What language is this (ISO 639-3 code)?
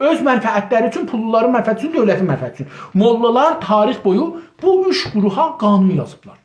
azb